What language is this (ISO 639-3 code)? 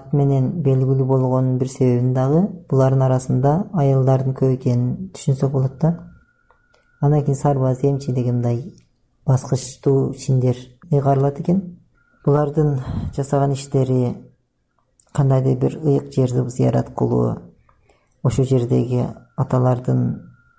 kir